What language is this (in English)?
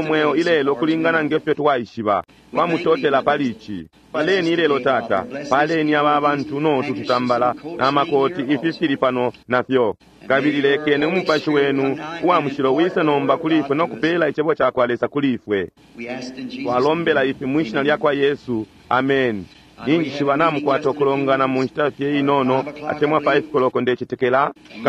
Bemba